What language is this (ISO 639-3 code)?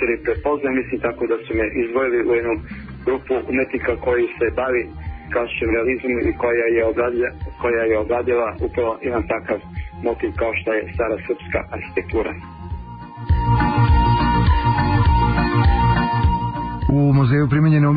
srp